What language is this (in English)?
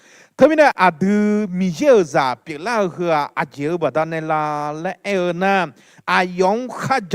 Akha